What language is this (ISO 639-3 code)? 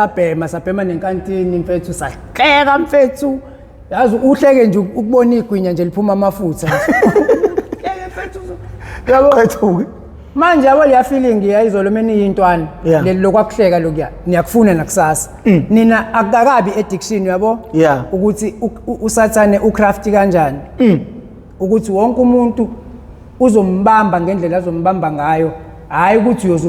zul